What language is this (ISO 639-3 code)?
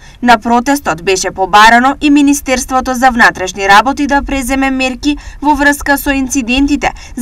mkd